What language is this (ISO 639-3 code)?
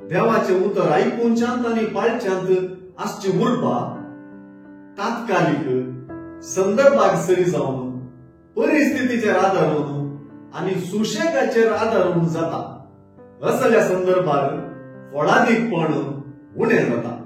kok